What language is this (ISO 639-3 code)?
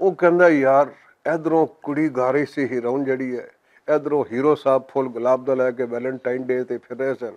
lah